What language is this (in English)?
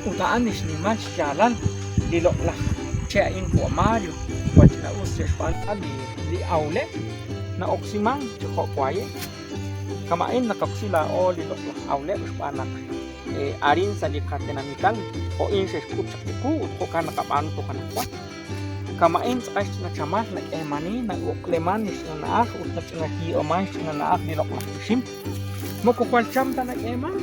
Kekchí